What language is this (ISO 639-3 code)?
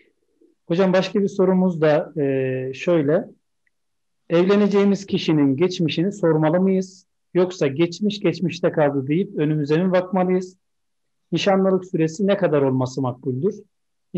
tur